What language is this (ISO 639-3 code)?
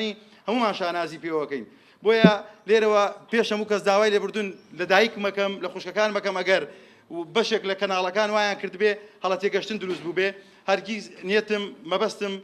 ckb